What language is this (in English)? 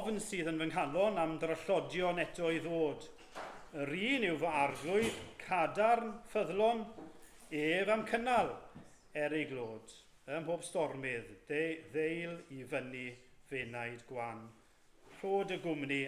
Welsh